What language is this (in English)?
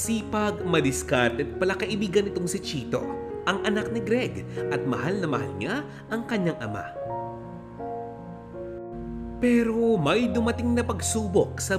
Filipino